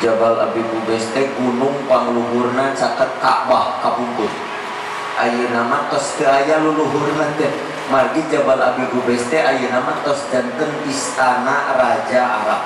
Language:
Sundanese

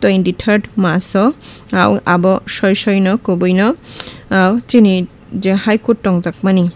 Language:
Kok Borok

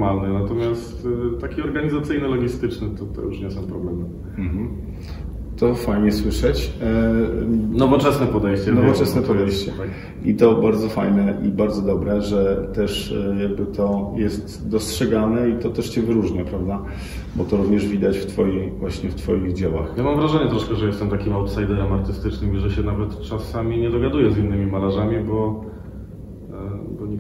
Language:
Polish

